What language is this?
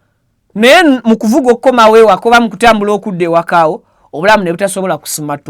Ganda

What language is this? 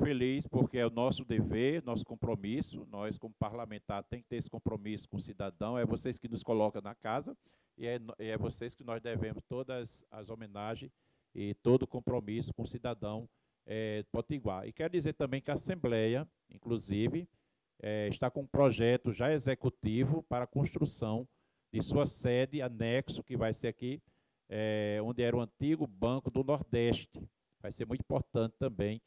Portuguese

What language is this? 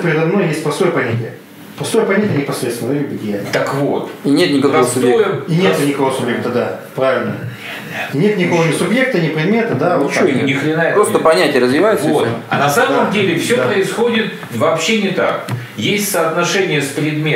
Russian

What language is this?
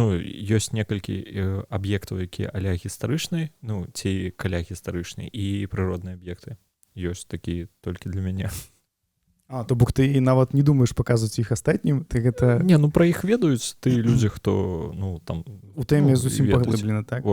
Belarusian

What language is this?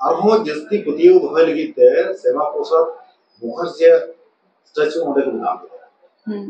Santali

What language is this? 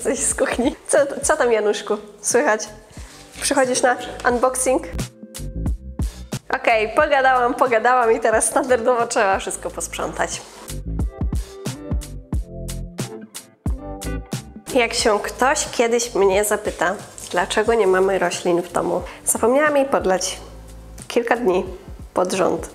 Polish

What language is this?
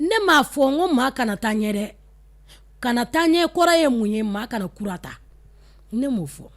Bambara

